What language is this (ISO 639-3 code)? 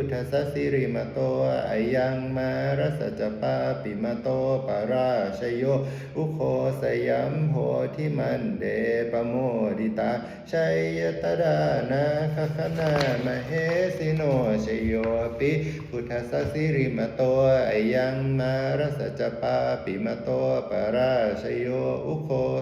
pli